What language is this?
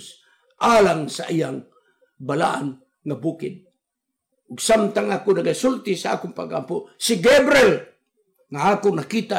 Cebuano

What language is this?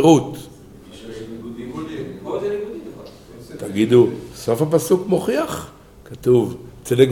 Hebrew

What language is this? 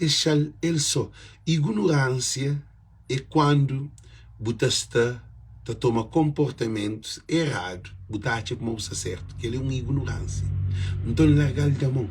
Kabuverdianu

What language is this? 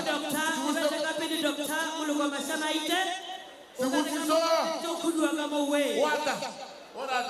Northern Sotho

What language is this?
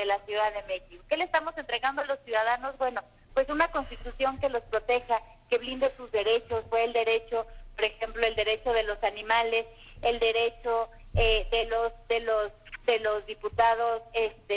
Spanish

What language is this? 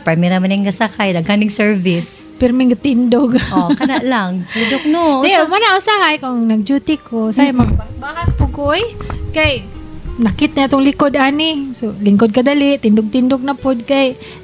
Cebuano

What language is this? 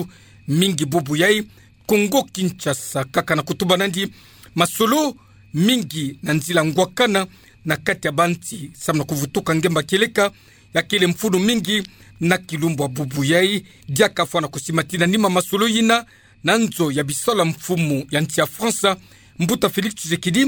Kituba (Democratic Republic of Congo)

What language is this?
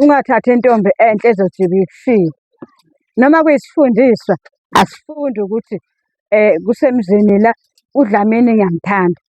Zulu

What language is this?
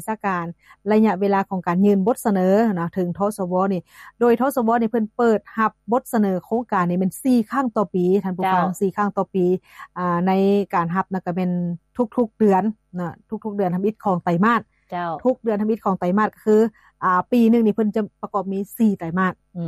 Lao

